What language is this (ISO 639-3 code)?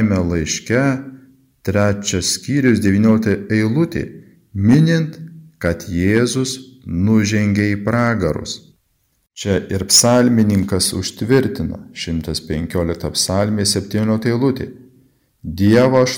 lit